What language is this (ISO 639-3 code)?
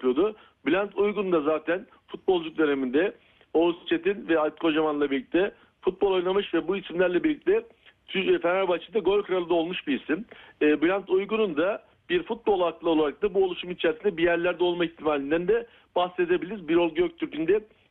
tur